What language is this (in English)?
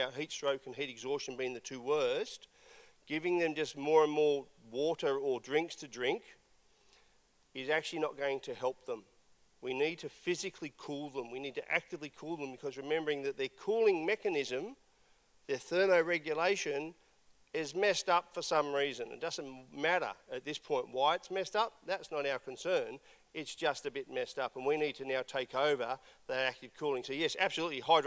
English